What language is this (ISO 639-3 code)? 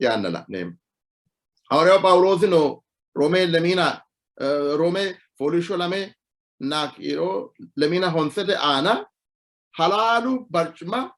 sid